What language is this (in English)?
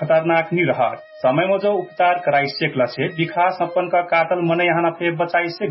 Dangaura Tharu